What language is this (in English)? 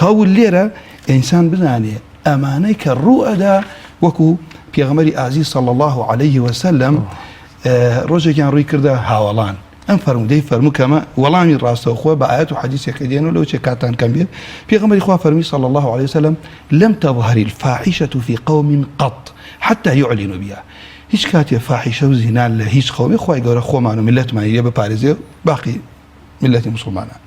Central Kurdish